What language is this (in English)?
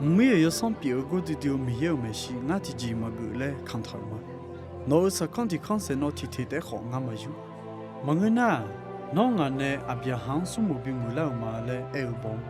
Akha